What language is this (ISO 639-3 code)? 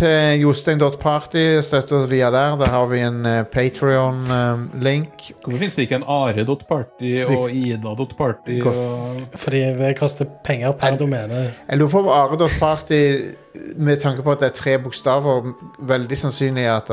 nor